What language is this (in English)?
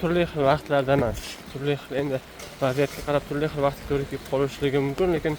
Uzbek